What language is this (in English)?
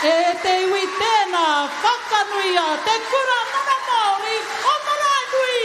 Māori